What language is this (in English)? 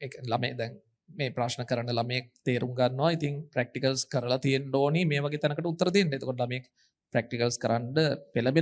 Sinhala